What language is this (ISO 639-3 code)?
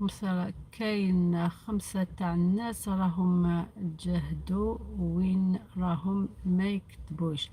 arq